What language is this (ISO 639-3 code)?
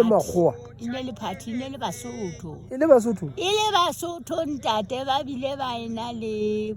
sot